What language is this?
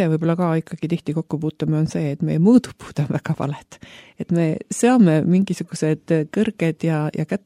Estonian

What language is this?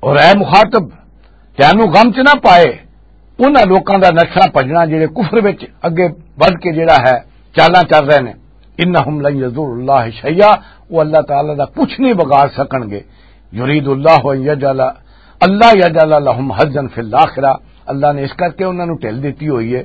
Western Panjabi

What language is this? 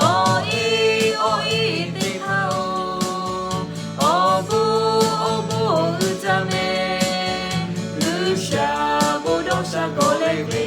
Lahu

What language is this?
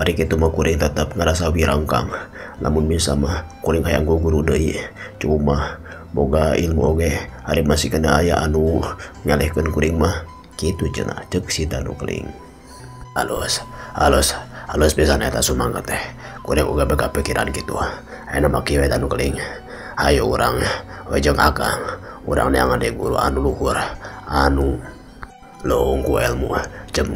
Sundanese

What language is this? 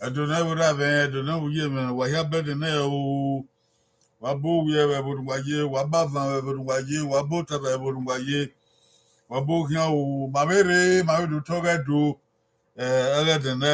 Bini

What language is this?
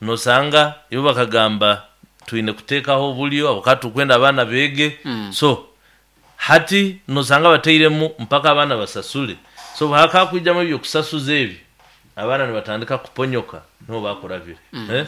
Nyoro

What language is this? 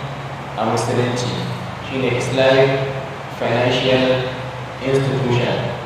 Hausa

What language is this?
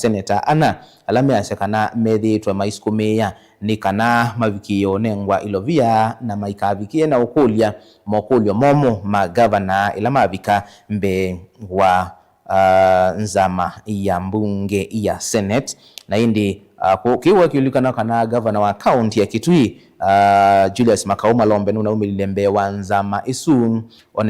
Kamba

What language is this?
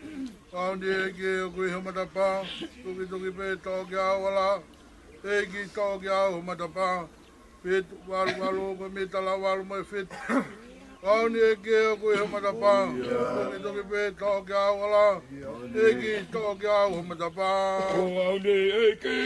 Tongan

